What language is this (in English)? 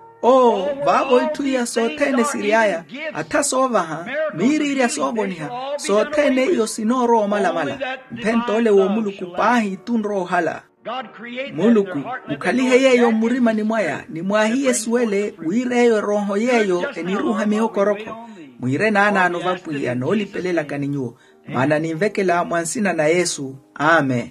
Makhuwa